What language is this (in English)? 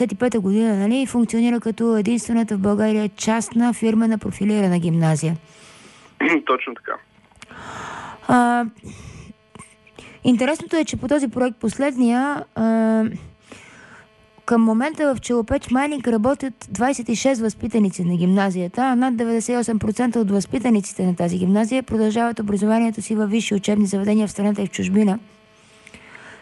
Bulgarian